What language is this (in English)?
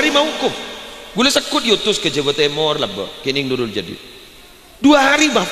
Madurese